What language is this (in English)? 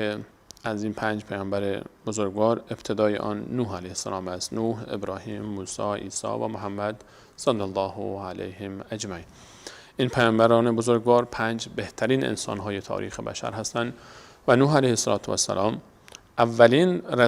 Persian